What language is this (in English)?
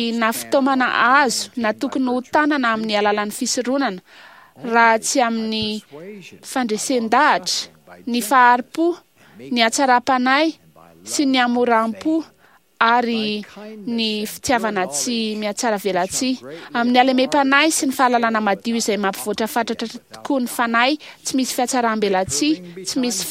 Malagasy